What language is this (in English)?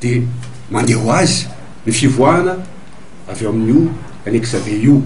Malagasy